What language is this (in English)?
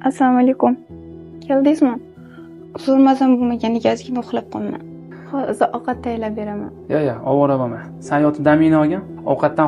Uzbek